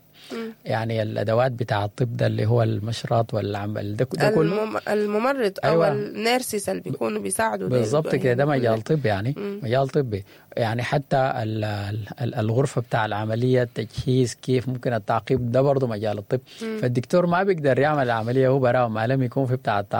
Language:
Sudanese Arabic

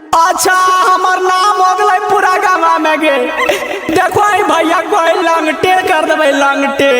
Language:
Magahi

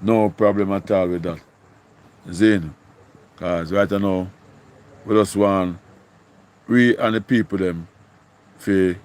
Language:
Jamaican Creole English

